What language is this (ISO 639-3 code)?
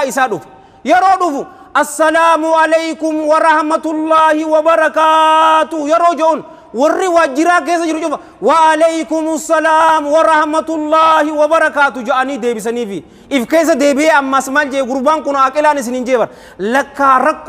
orm